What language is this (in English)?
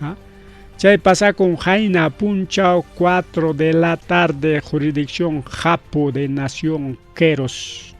Ayacucho Quechua